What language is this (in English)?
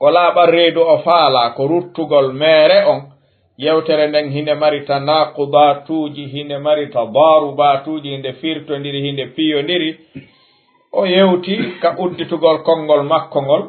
Fula